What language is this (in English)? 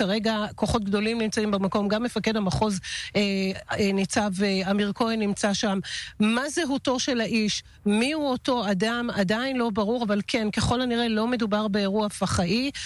Hebrew